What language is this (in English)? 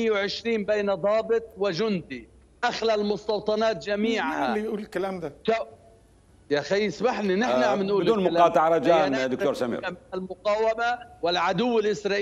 Mesopotamian Arabic